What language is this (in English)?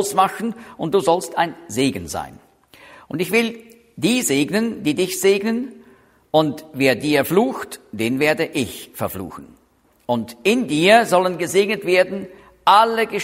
German